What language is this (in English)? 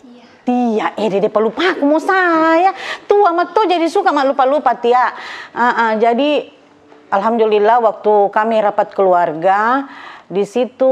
Makassar Malay